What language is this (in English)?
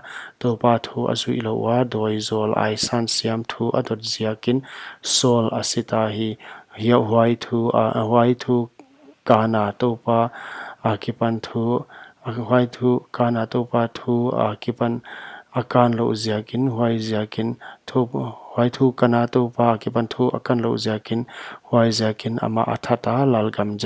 Paite Chin